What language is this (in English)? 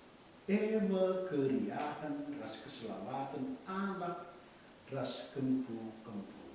Batak Karo